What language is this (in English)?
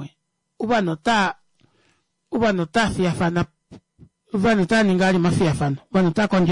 Kuanyama